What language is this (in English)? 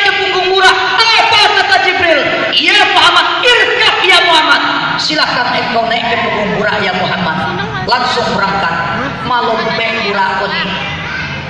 Minangkabau